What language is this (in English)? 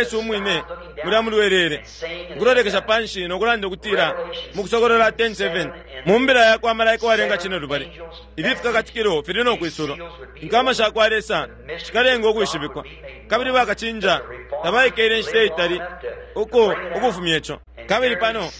Bemba